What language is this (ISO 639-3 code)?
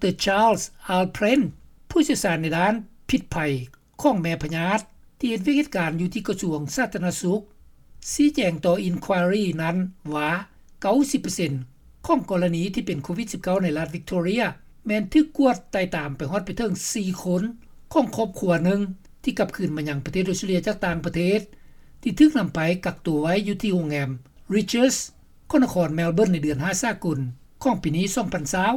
lao